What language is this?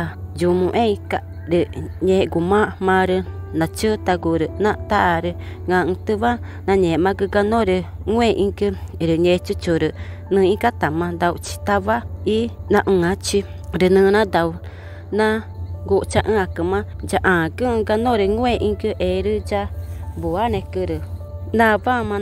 Ticuna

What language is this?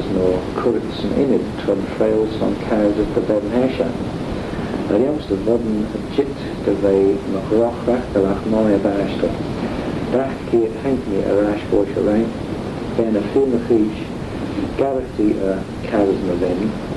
Manx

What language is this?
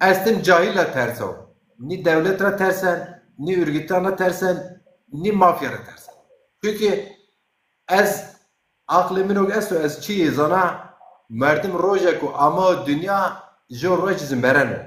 Zaza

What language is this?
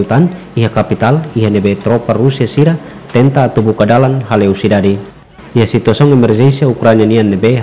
Tetum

